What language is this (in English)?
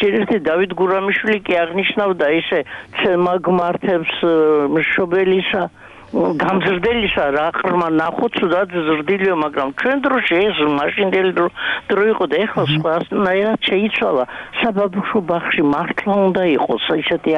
Georgian